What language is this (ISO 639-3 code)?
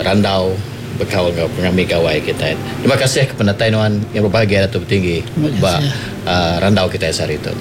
iba